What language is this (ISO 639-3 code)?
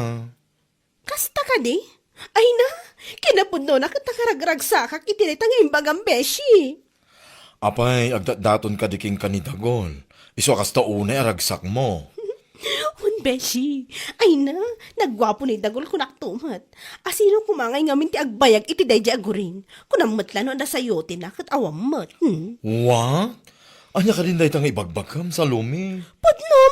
ilo